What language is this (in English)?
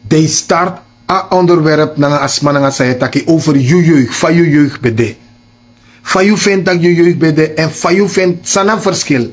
Sranan Tongo